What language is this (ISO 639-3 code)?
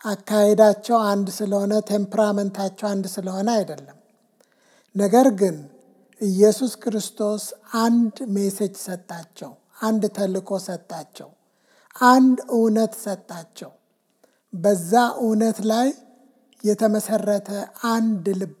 amh